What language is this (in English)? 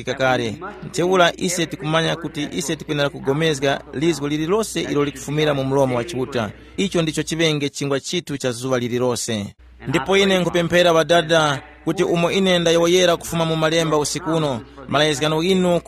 Tumbuka